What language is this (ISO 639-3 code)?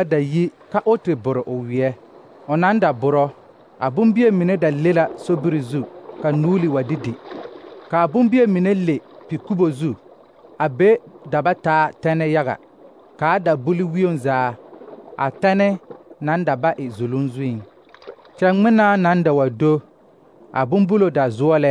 dga